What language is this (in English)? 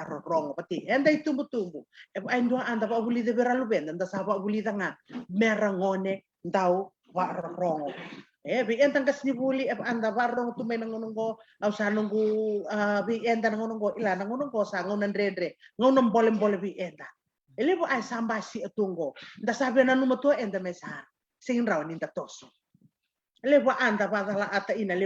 Fijian